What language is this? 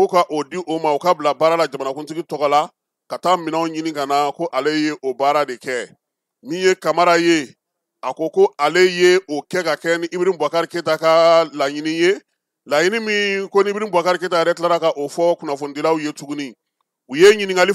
Bambara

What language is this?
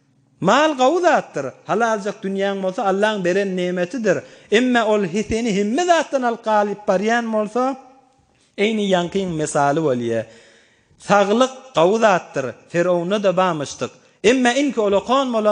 Turkmen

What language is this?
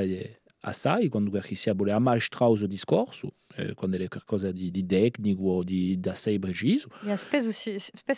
Corsican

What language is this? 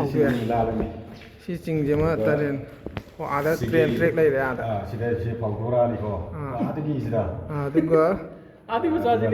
Manipuri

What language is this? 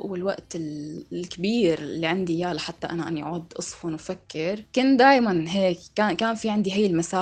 North Levantine Arabic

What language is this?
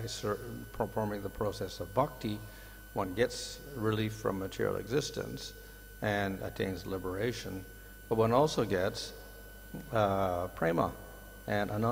English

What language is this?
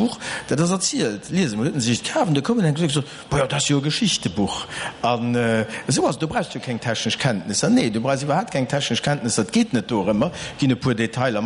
Luxembourgish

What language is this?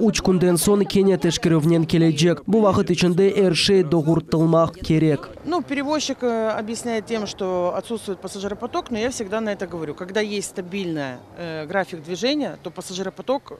Crimean Tatar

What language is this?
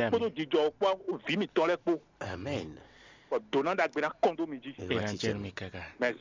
Fon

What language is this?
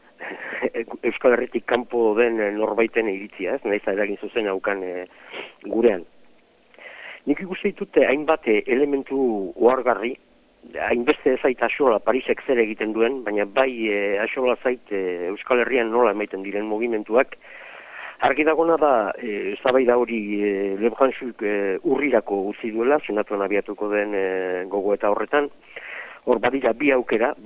Basque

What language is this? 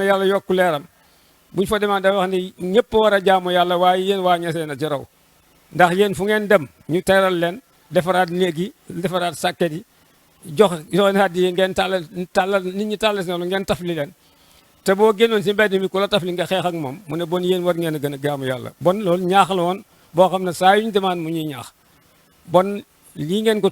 Wolof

